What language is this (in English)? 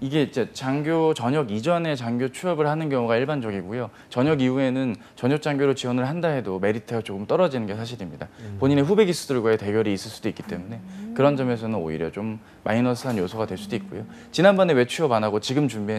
Korean